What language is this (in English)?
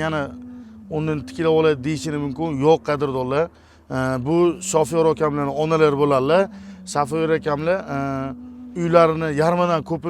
Uzbek